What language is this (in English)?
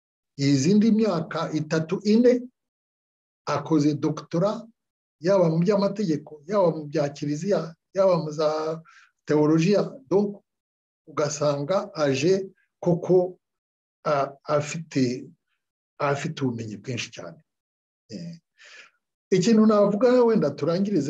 Kinyarwanda